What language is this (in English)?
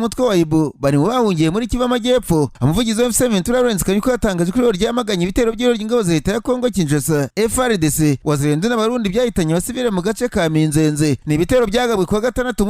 Kinyarwanda